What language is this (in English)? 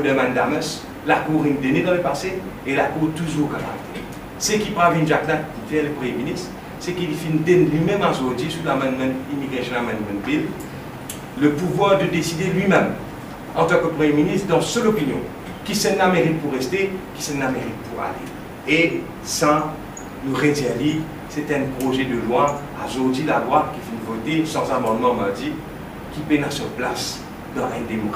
Morisyen